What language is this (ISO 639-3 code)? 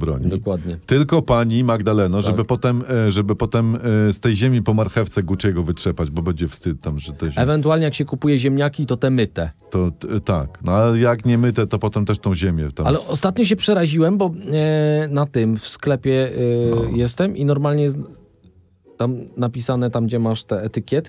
pol